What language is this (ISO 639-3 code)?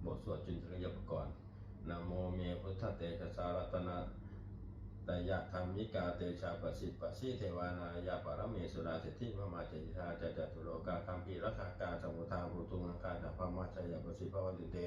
pli